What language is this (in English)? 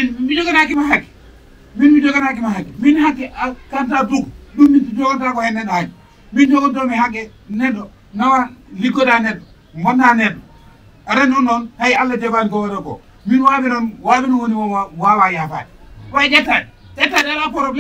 Fula